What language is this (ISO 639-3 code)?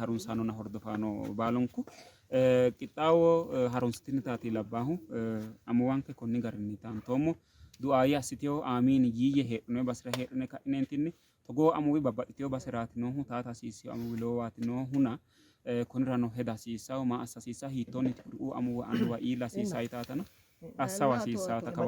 sid